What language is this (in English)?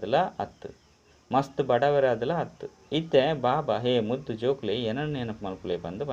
Tulu